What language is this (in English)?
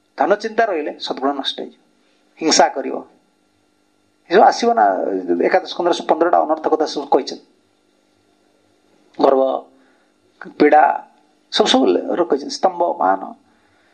Odia